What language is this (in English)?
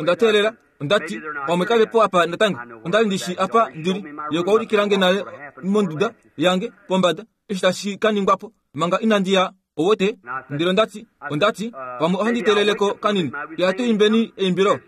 Kuanyama